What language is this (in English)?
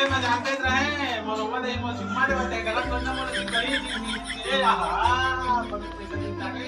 Chhattisgarhi